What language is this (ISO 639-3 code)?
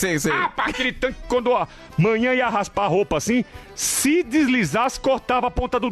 por